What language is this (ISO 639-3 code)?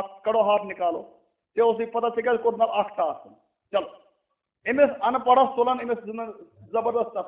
kas